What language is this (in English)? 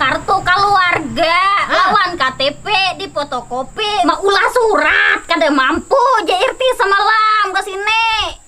Banjar